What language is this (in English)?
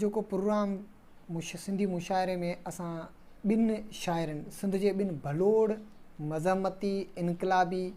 Sindhi